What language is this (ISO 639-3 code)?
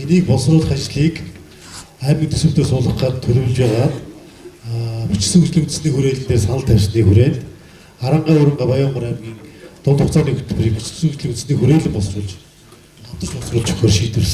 mon